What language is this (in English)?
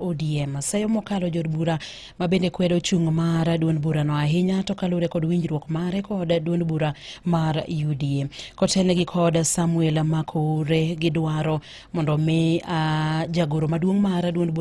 Luo (Kenya and Tanzania)